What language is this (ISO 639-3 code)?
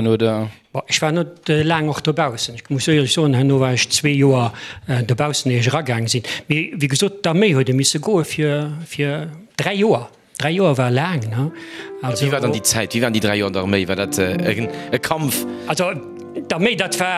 ltz